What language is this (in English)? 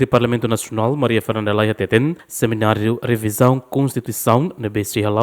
Tetum